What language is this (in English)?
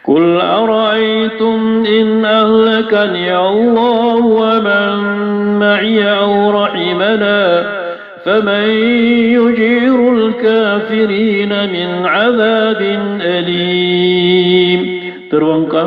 Maranao